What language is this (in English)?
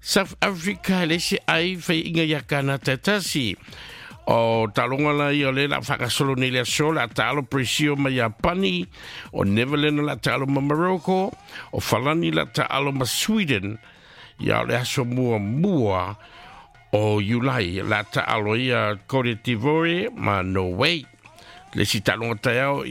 Samoan